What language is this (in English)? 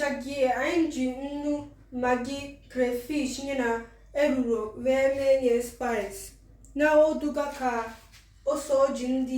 Igbo